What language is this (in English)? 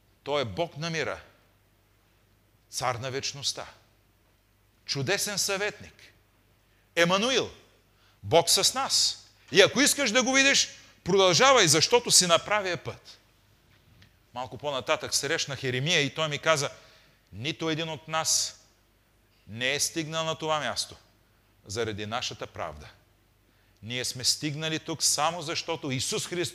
Bulgarian